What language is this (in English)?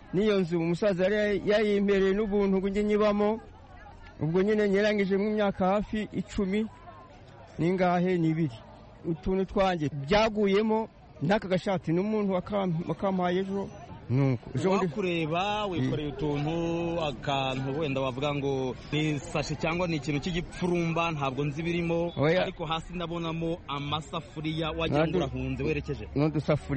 Kinyarwanda